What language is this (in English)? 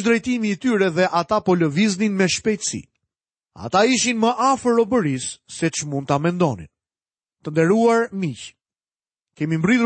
Albanian